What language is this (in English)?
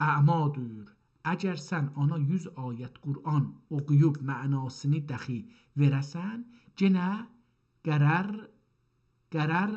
South Azerbaijani